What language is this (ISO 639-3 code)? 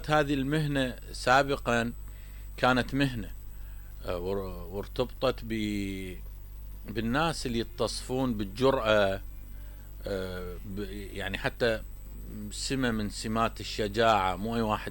acm